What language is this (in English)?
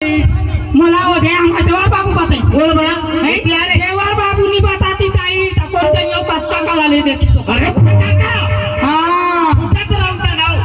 Chhattisgarhi